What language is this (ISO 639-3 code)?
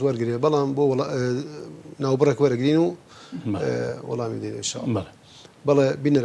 ckb